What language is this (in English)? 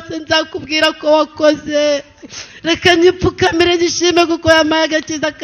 Kinyarwanda